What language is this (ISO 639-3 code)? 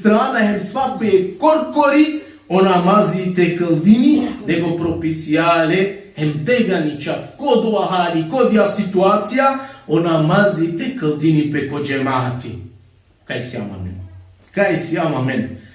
rmn